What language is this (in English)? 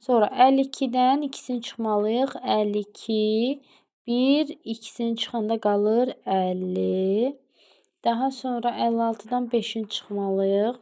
Azerbaijani